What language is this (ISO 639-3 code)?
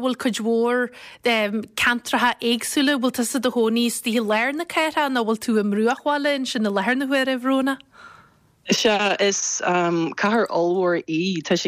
gle